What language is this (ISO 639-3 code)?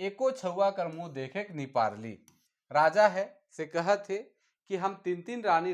sck